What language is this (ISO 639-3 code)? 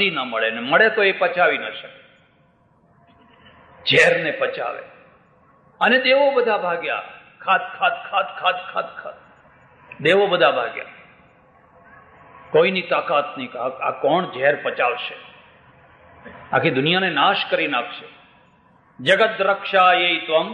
guj